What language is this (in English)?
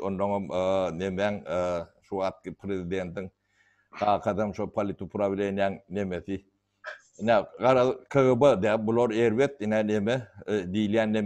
Turkmen